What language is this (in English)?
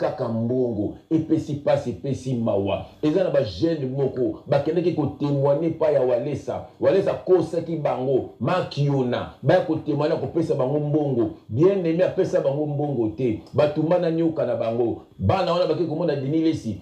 Lingala